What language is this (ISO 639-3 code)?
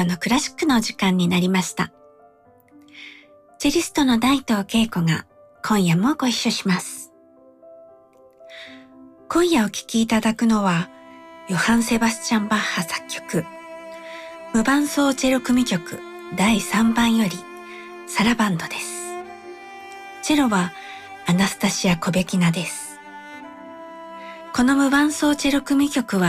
jpn